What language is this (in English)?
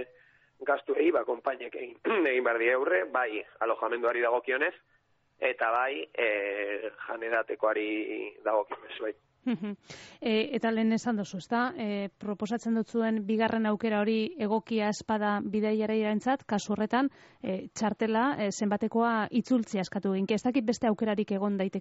Basque